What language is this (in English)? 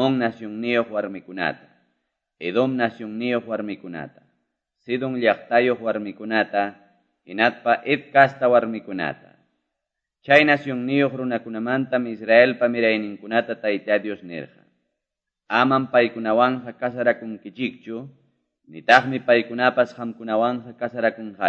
Ayacucho Quechua